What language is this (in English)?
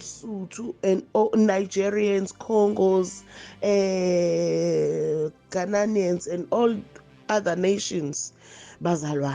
Zulu